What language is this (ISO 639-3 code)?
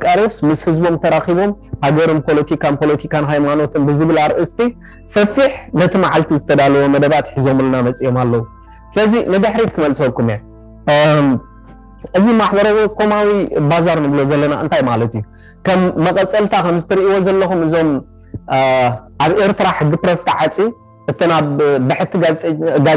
tir